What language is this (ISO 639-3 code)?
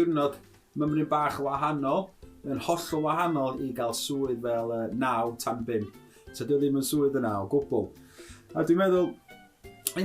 cym